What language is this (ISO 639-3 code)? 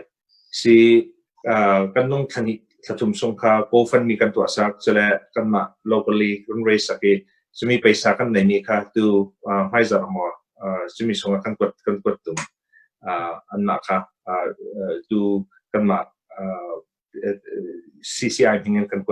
cnh